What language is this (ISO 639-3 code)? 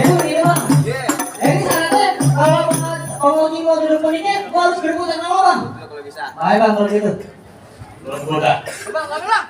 bew